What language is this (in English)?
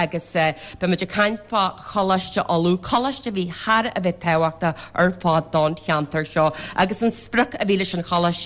Irish